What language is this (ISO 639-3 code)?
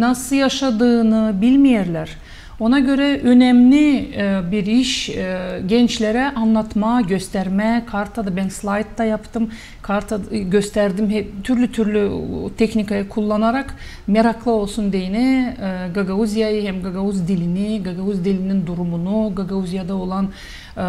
gag